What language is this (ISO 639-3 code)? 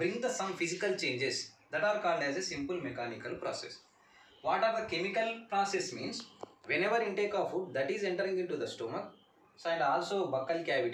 tel